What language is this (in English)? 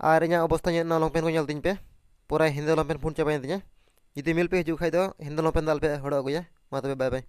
Santali